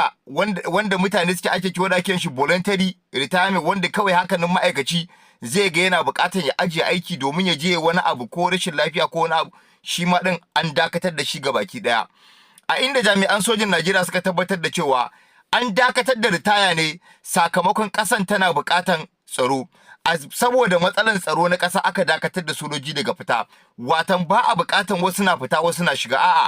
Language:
Hausa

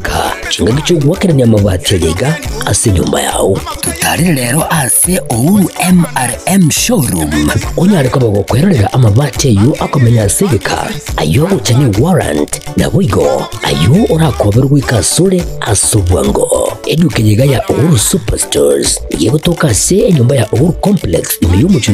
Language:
Gusii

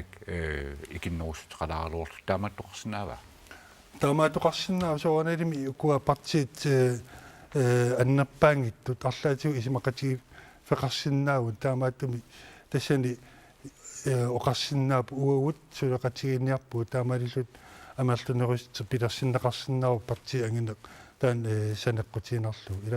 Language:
Kalaallisut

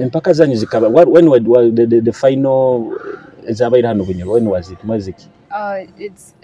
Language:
Nyoro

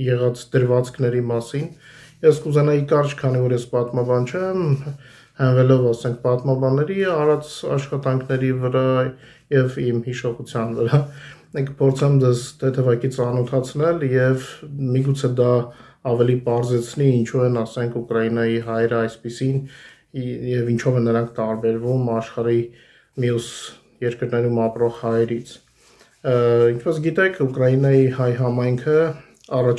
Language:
Armenian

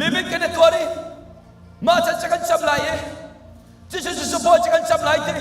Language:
Hakha Chin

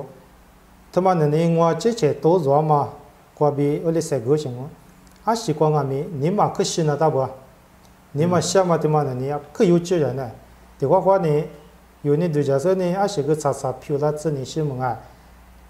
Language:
Lisu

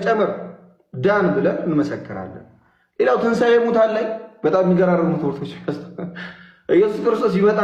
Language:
Amharic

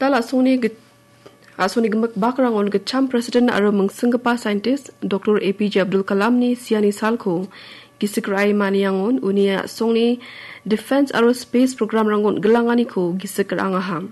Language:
Garo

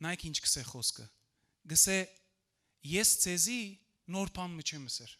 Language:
Western Armenian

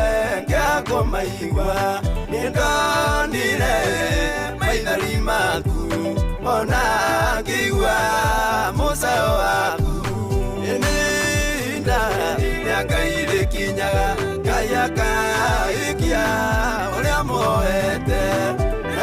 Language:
Kikuyu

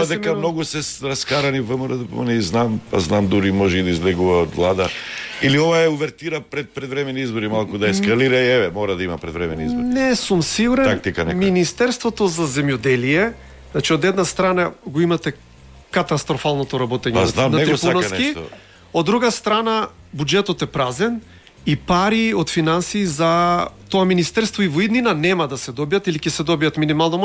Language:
Macedonian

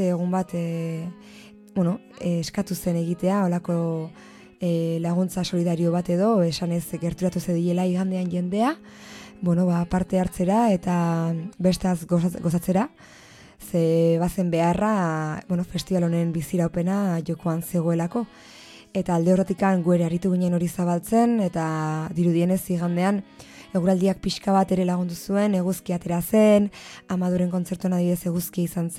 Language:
Basque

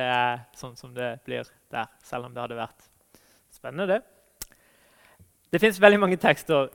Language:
Norwegian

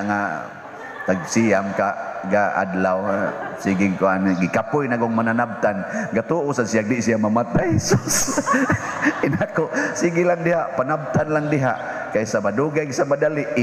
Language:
Cebuano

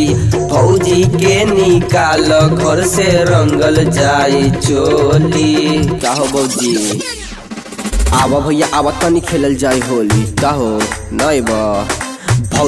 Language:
Bhojpuri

